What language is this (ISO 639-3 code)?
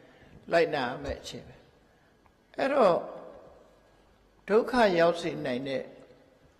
mya